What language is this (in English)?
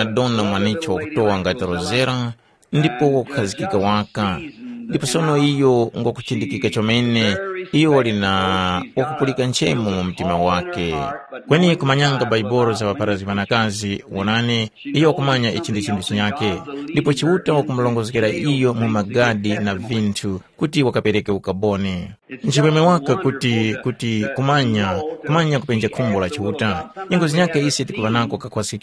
Tumbuka